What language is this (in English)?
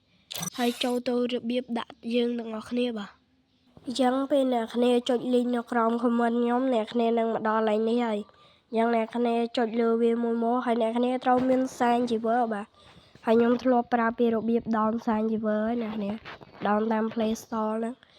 Khmer